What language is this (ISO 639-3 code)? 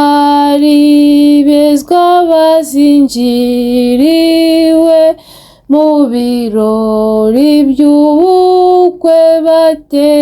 kin